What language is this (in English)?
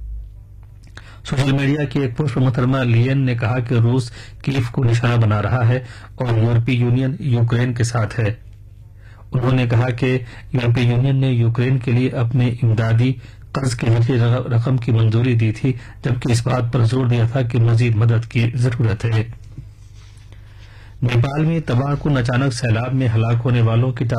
Urdu